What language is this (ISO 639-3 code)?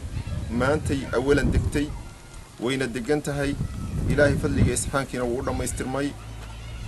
som